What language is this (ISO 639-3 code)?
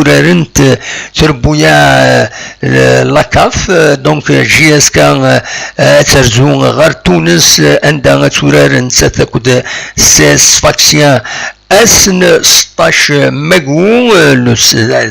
kab